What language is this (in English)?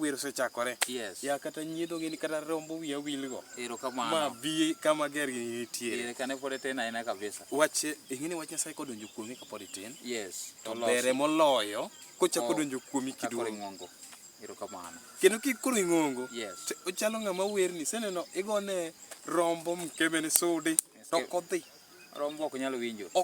Luo (Kenya and Tanzania)